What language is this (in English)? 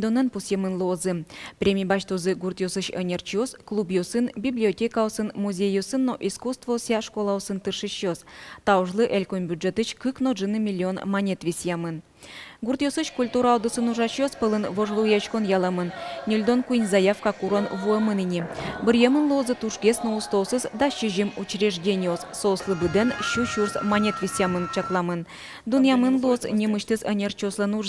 Udmurt